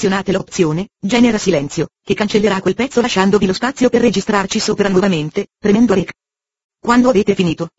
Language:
Italian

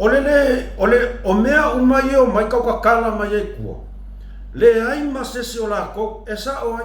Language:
Samoan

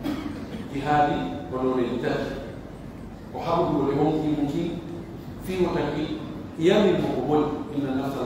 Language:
Pular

